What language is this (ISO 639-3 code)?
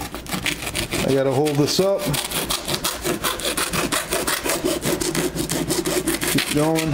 eng